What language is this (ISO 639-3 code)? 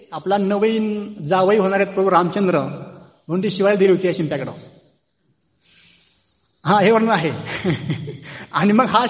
mar